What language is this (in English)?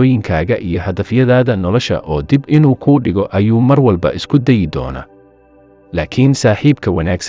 Somali